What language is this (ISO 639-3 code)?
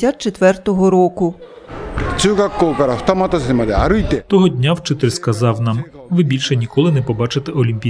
ukr